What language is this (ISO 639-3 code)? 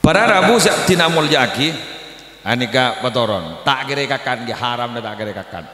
mad